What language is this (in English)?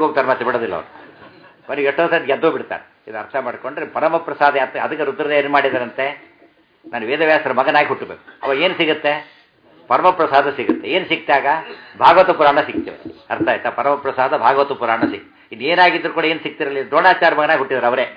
Kannada